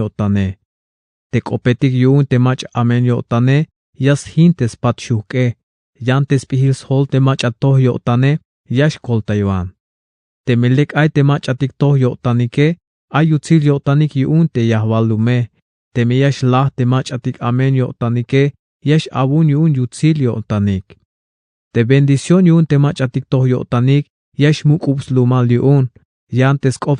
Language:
Tzeltal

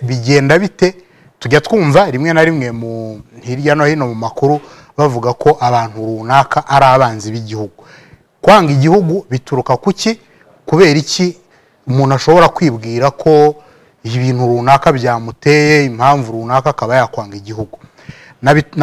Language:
Kinyarwanda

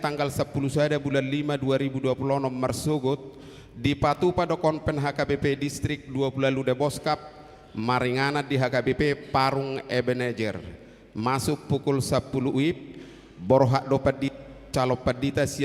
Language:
Batak Toba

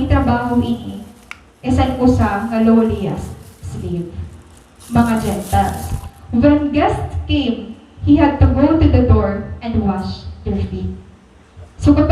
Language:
Waray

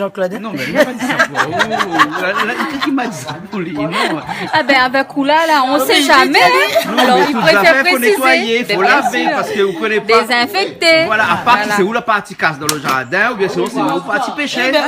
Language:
Réunion Creole French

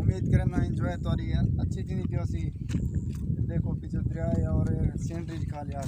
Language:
Saraiki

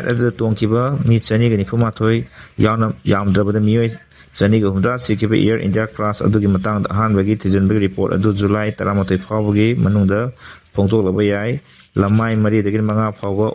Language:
Manipuri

